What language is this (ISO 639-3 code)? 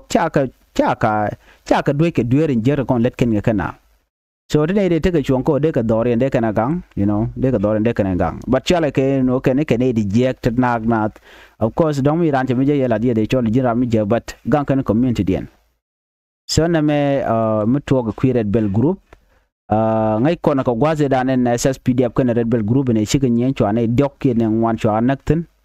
nus